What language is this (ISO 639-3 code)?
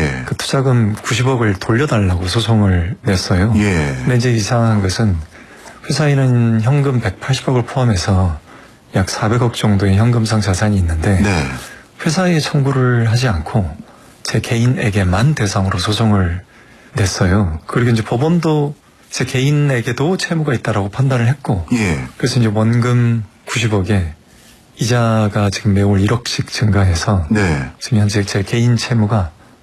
kor